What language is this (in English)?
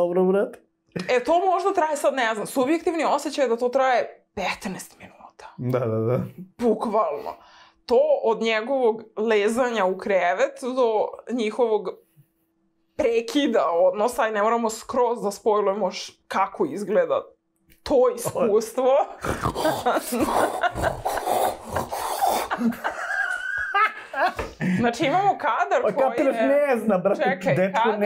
Serbian